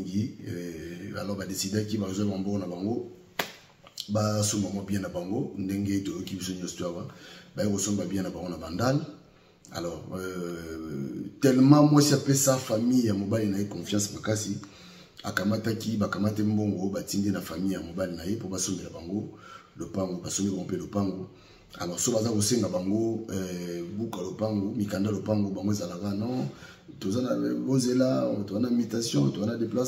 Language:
Lingala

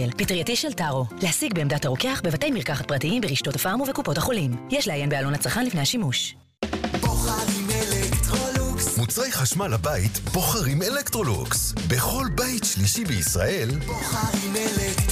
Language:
Hebrew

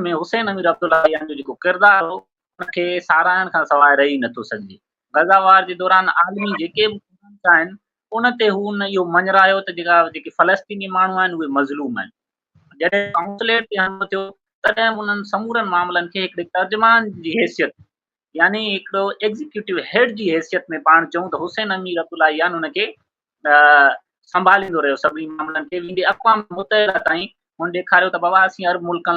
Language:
Sindhi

